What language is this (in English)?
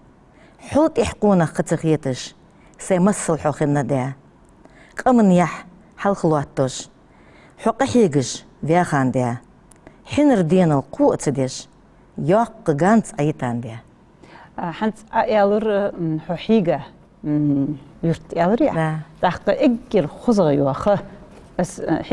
Ingush